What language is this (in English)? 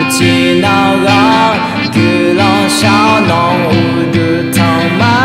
Akha